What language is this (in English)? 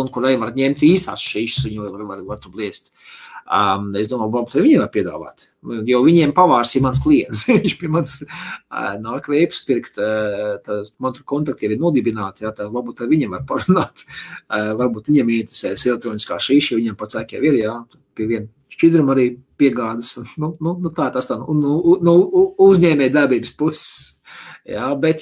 Latvian